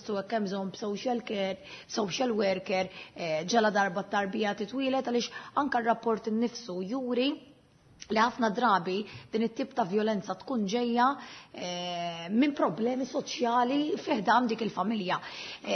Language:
Maltese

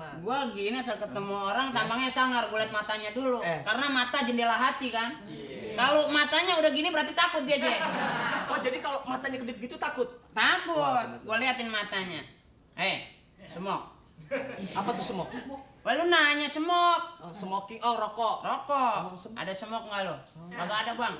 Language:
Betawi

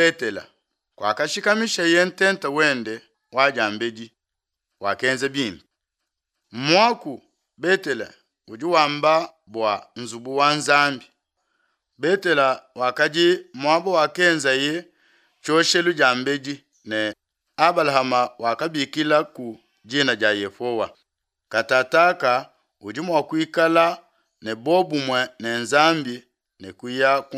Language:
Luba-Lulua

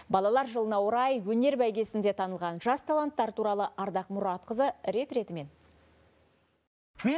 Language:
Kazakh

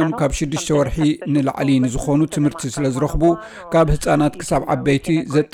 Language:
Tigrinya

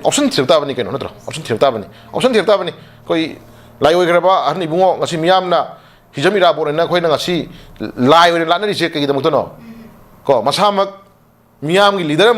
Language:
Manipuri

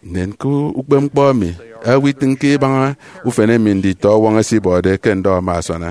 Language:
Efik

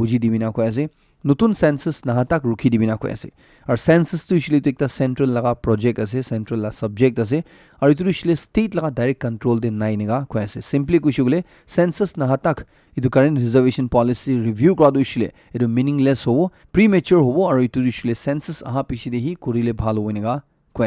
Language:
Naga Pidgin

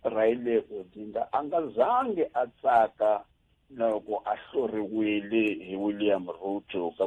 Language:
Tsonga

